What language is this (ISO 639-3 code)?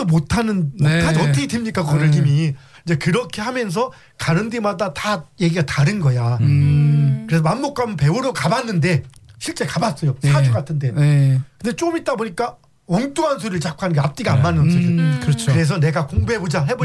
kor